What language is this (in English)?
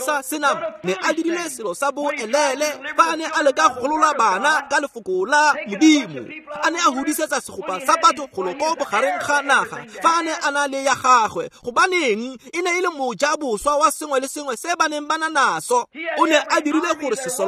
Tswana